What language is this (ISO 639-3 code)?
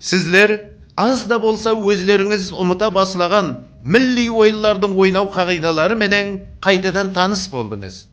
kaa